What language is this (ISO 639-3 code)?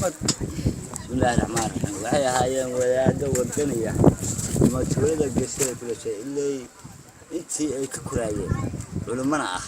som